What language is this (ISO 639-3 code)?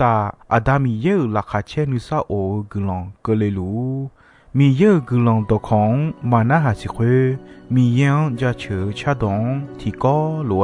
ahk